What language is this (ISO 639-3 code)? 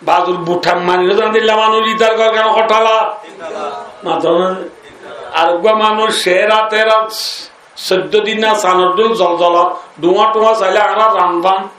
rhg